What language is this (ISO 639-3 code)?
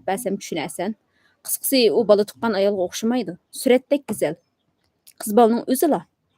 uig